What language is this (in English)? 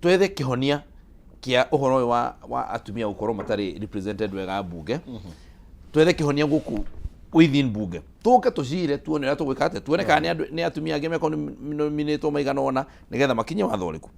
Kikuyu